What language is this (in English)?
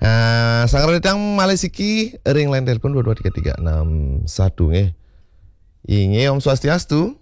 Balinese